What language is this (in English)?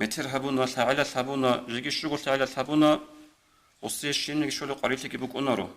Avaric